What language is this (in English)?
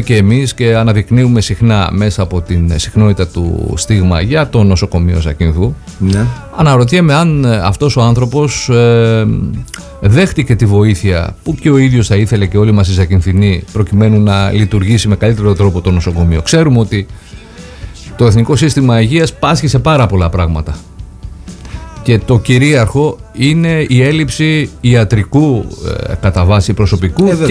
Greek